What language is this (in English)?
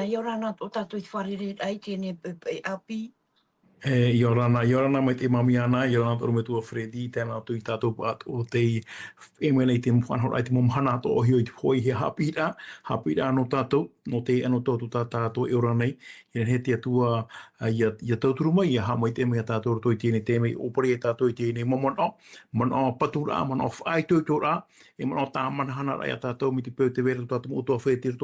Tahitian